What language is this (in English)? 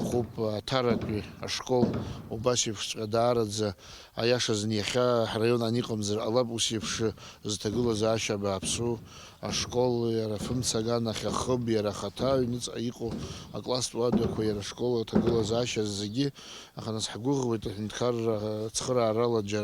Abkhazian